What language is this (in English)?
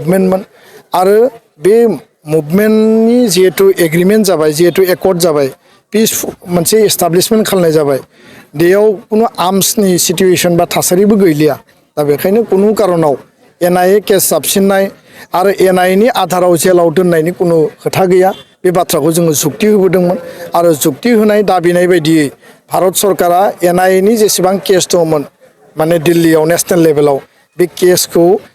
Bodo